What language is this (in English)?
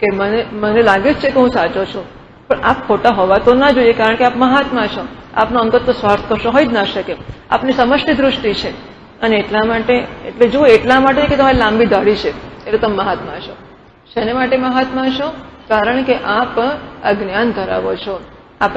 Gujarati